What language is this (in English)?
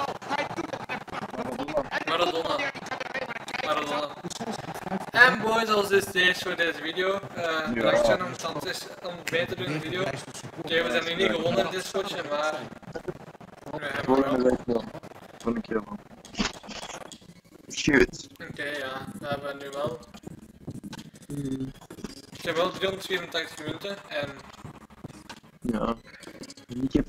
Dutch